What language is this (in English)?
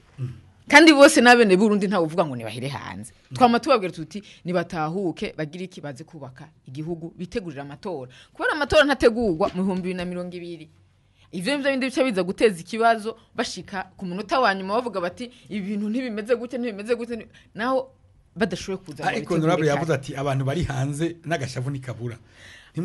Rundi